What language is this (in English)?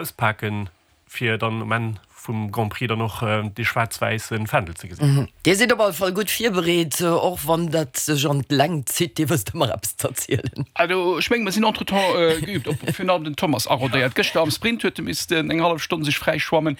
Luxembourgish